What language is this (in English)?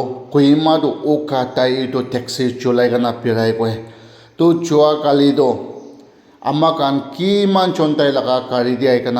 Naga Pidgin